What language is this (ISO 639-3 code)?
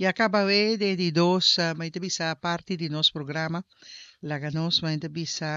pap